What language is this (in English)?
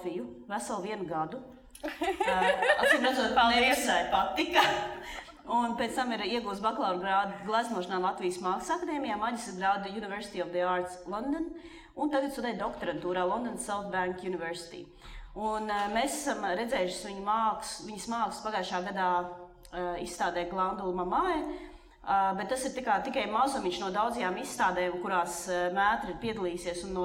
Latvian